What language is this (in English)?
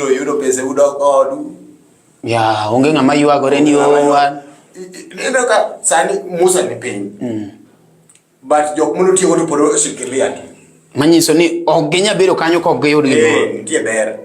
Luo (Kenya and Tanzania)